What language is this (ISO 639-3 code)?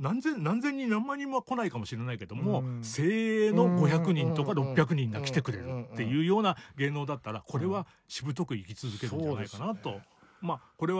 jpn